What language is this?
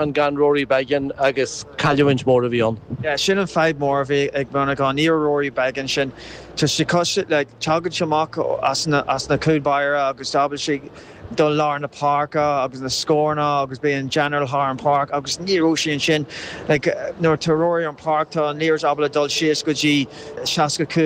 Irish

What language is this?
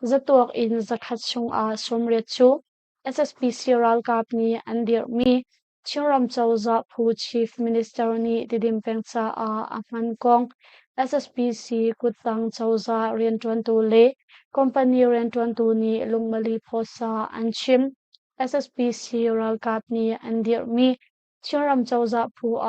Hakha Chin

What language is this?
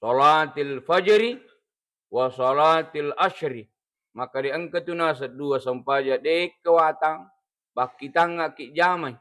Buginese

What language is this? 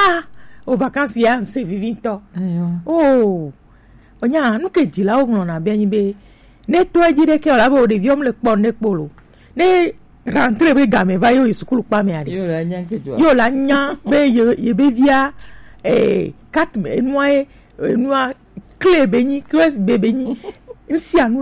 Gen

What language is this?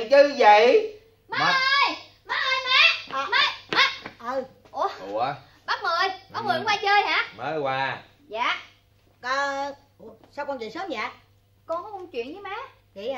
Vietnamese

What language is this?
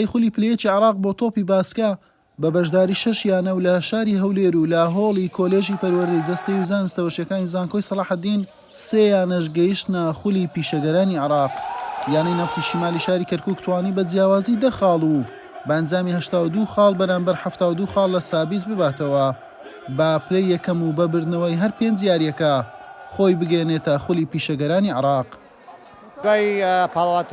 Central Kurdish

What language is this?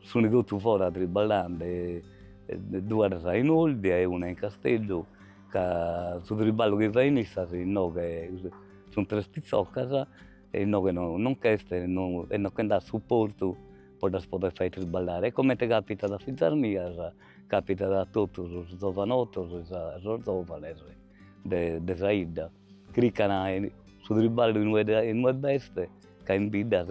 Sardinian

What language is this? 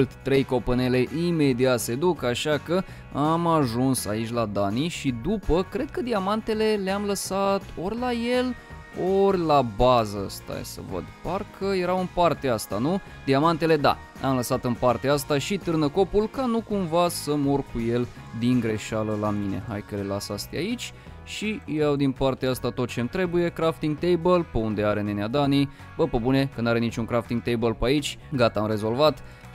Romanian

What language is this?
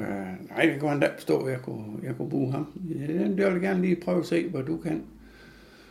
Danish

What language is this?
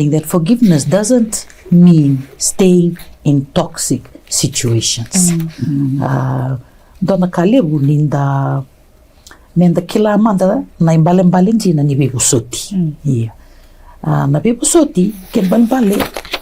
Fijian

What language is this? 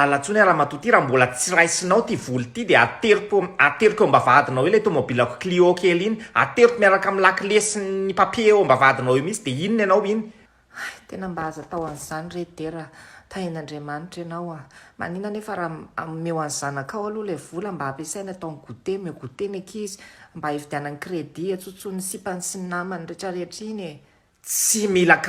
Malagasy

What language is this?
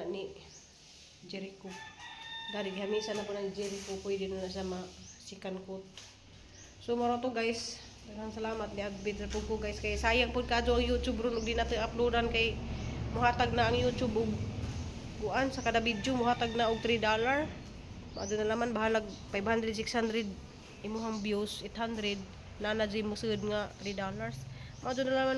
Cebuano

